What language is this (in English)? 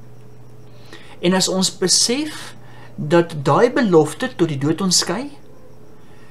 Afrikaans